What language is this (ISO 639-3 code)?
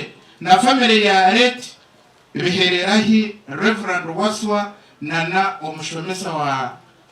nyn